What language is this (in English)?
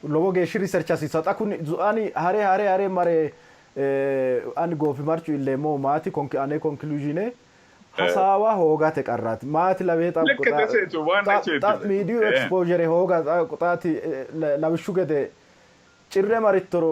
Sidamo